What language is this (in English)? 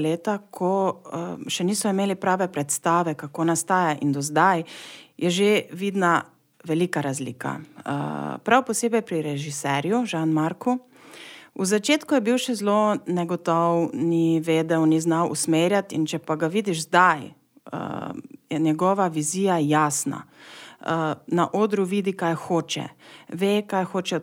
Slovenian